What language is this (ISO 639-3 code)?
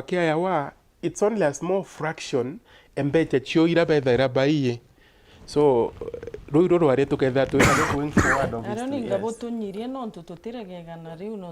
mer